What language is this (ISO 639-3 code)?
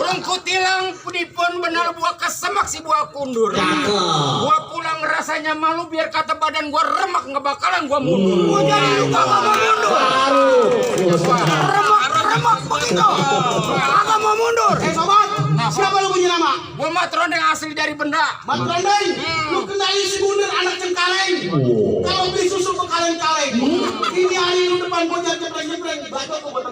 bew